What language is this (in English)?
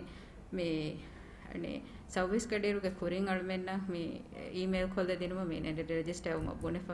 Divehi